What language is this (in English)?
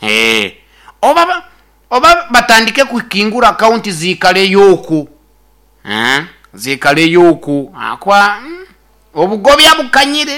Nyoro